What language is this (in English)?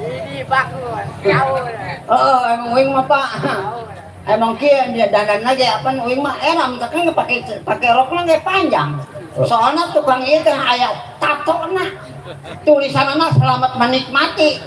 Betawi